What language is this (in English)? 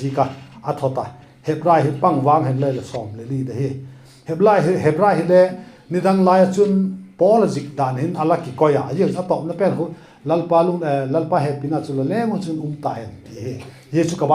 Vaiphei